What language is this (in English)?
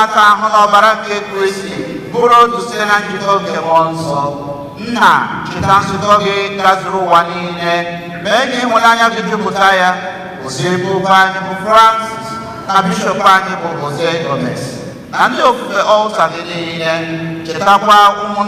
Igbo